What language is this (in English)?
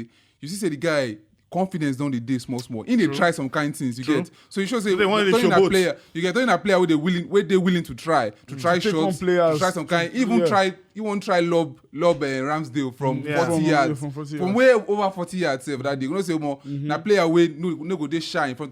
Nigerian Pidgin